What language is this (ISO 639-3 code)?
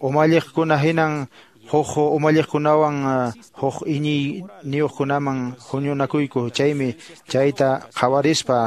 que